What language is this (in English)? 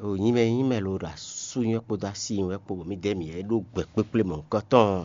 Fon